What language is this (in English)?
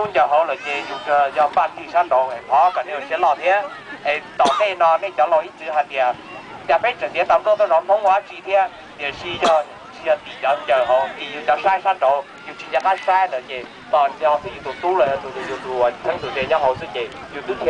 Hmong